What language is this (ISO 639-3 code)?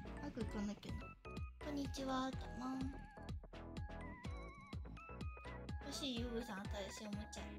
jpn